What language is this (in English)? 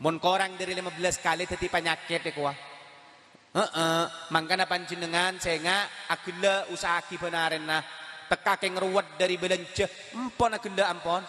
Madurese